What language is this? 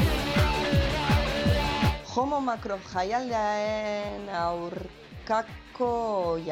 Basque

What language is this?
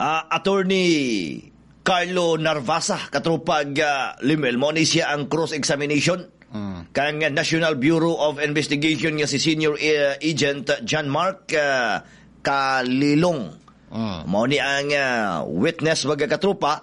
Cebuano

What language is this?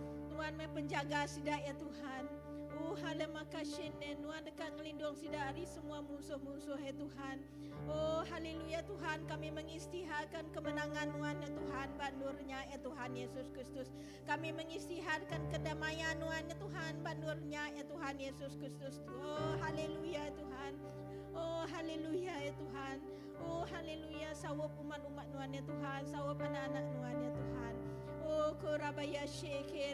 Iban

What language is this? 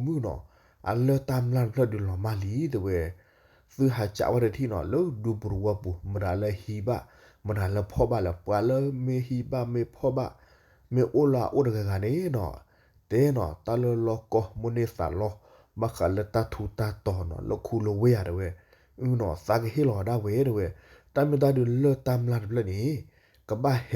S'gaw Karen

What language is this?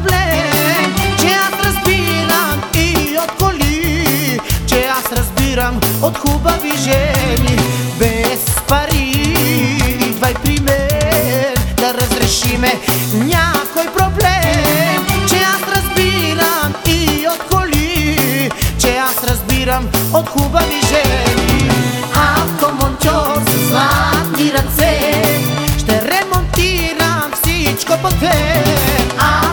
Bulgarian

